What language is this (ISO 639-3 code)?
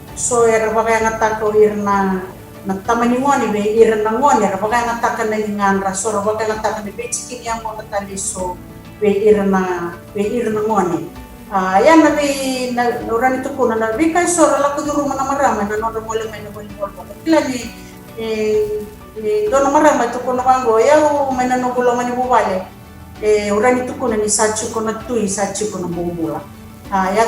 fij